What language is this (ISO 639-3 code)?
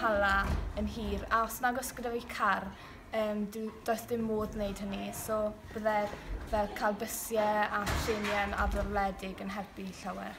cym